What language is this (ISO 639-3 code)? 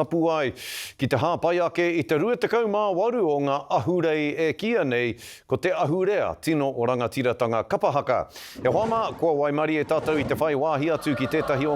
mri